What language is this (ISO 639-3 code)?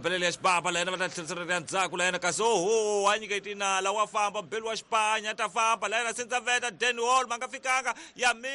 tso